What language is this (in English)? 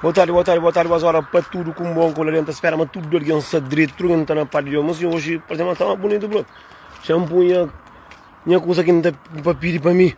Kabuverdianu